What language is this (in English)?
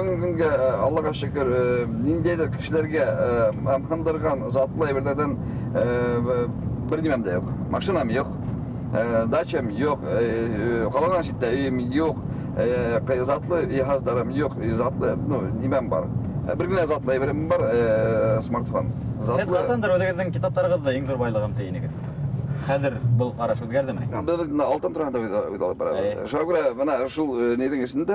Bashkir